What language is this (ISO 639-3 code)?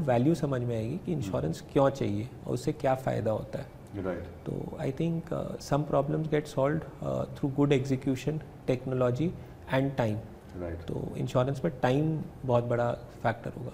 hin